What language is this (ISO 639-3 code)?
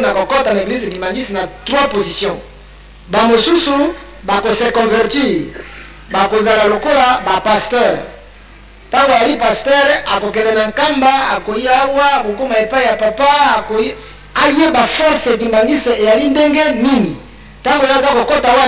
lin